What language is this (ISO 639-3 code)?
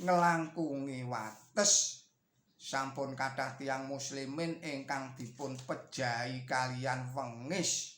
jav